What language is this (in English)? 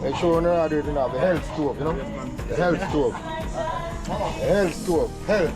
Jamaican Creole English